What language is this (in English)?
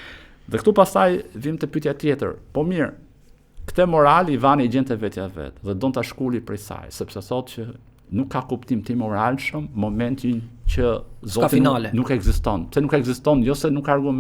Albanian